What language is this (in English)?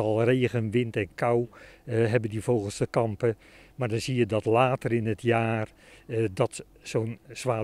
Western Frisian